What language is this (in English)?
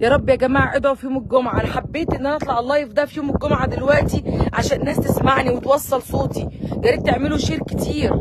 Egyptian Arabic